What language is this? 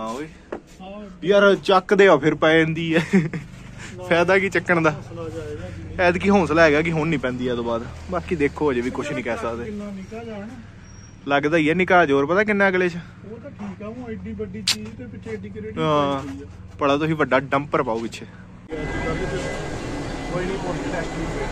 Punjabi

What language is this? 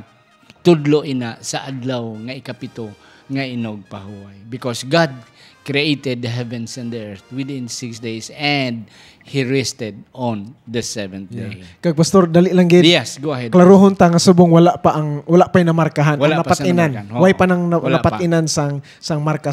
Hiligaynon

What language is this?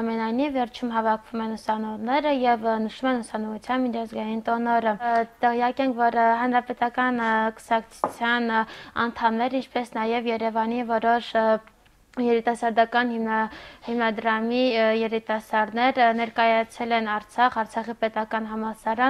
Armenian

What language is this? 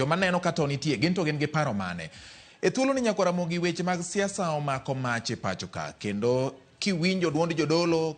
Luo (Kenya and Tanzania)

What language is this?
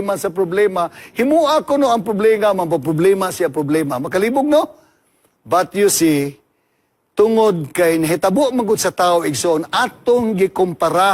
Cebuano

